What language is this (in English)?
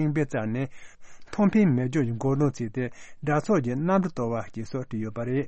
Tibetan